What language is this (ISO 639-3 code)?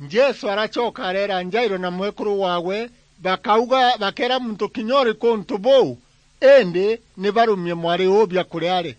mer